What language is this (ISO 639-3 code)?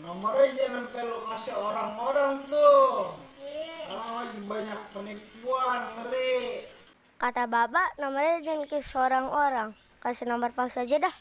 bew